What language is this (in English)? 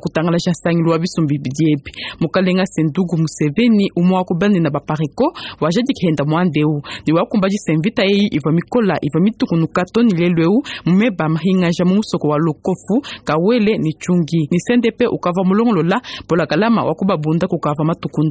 Luba-Lulua